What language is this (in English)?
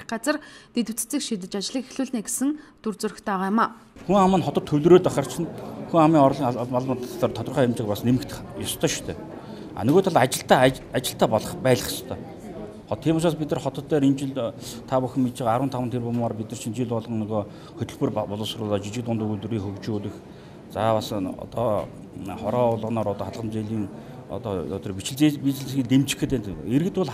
Mongolian